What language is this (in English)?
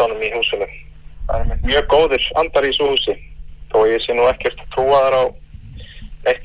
Icelandic